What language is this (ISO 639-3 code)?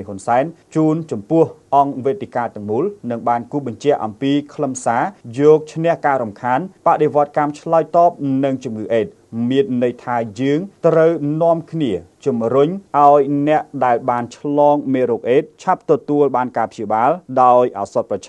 khm